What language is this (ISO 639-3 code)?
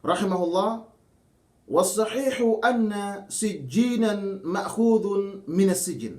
yka